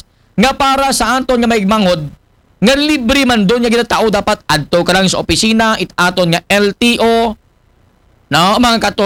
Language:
Aklanon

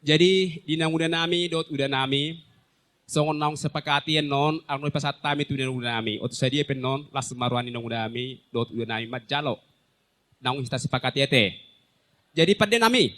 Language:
Batak Toba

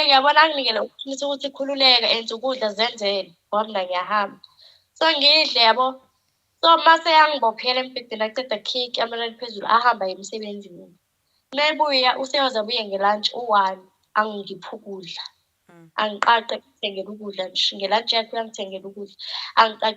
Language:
Zulu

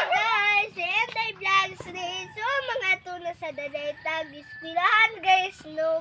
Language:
Cebuano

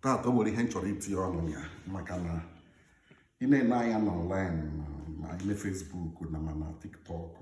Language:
Igbo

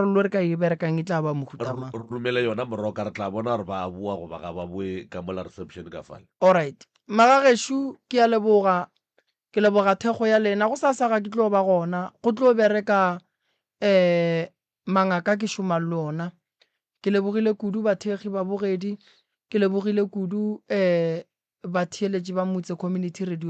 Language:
Northern Sotho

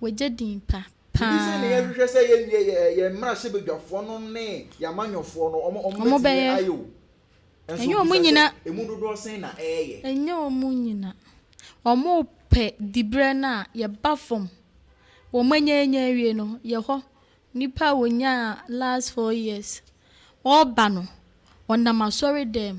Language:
Akan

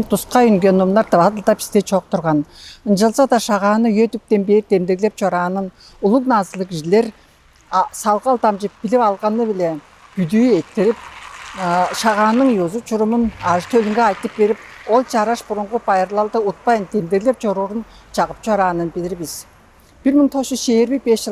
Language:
Tuvinian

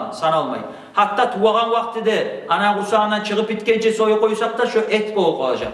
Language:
Kumyk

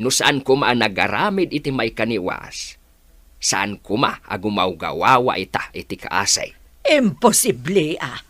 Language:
Iloko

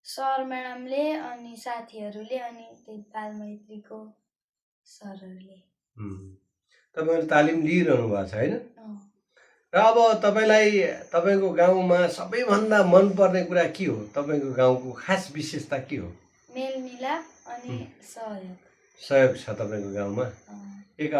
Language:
Nepali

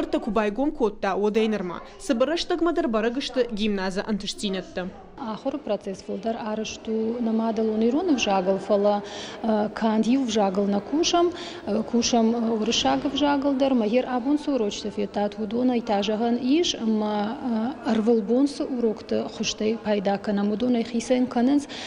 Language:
Ossetic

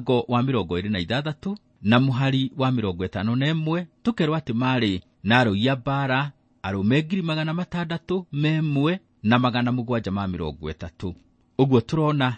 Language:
Kikuyu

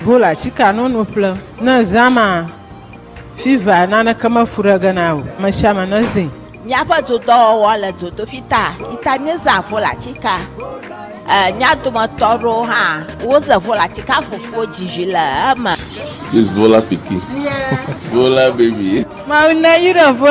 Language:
Ewe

